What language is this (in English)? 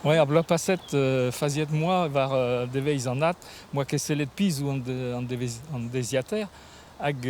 Breton